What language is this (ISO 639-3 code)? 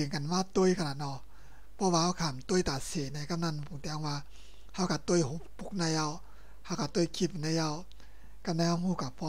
shn